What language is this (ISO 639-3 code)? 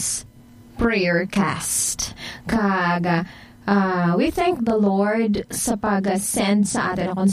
hil